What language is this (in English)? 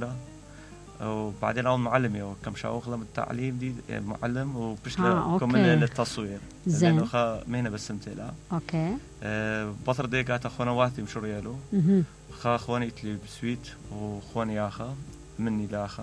Mesopotamian Arabic